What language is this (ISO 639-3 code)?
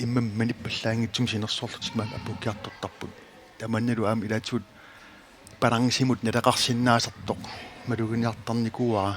kal